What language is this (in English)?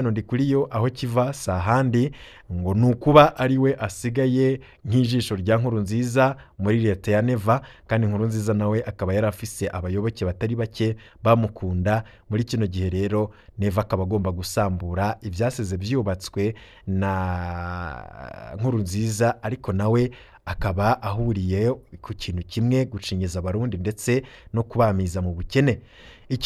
Rundi